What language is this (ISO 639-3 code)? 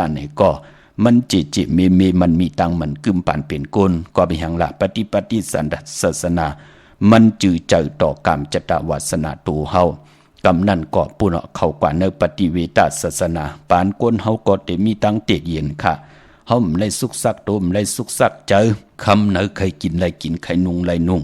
shn